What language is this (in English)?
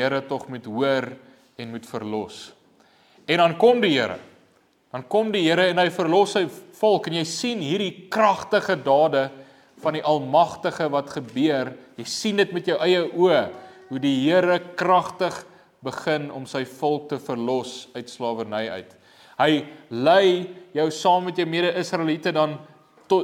Afrikaans